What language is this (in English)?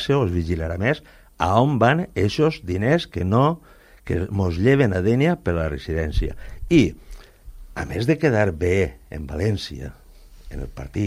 Catalan